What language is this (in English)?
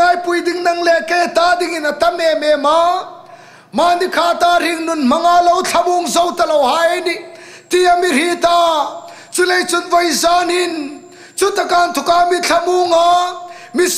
Hmar